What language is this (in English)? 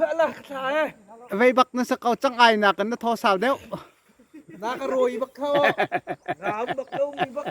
Hakha Chin